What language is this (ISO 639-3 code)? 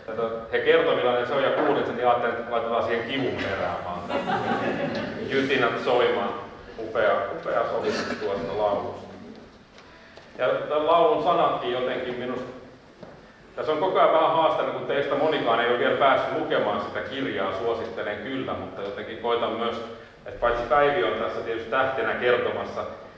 fin